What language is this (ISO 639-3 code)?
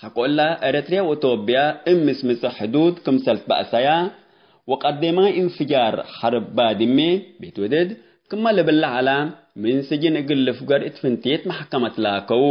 tig